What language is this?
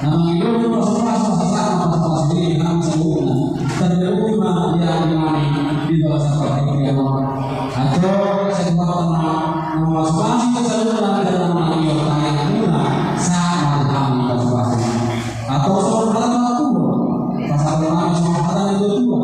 Batak Toba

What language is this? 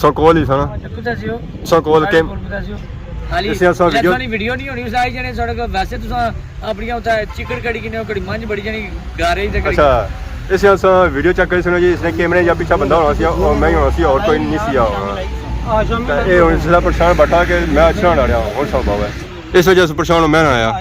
Pahari-Potwari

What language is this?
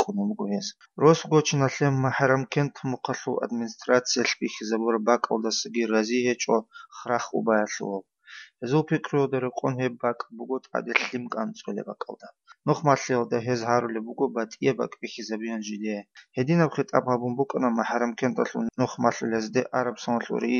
Avaric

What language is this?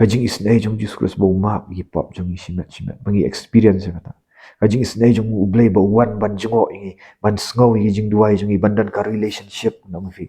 Khasi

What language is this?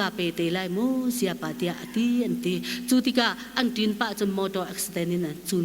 Hakha Chin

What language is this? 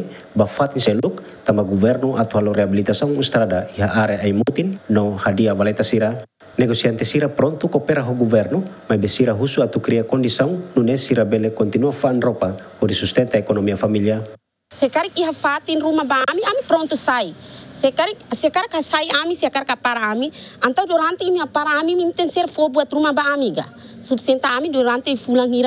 Tetum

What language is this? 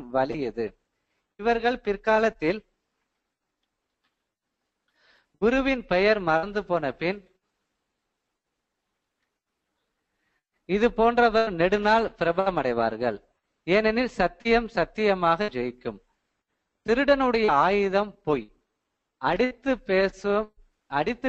Tamil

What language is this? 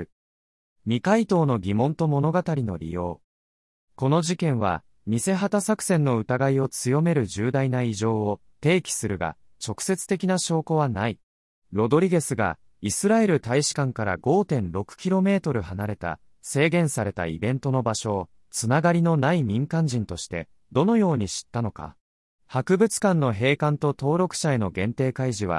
Japanese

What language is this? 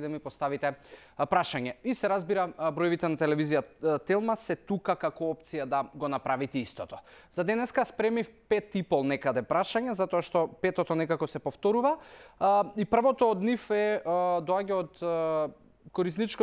Macedonian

